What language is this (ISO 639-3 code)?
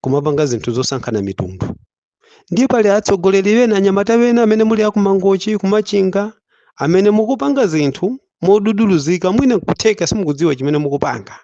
nya